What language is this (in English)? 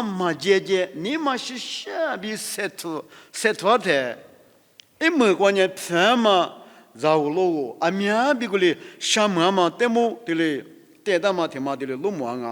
Lisu